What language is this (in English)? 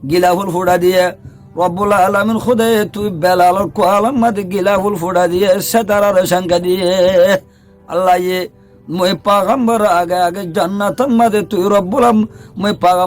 Rohingya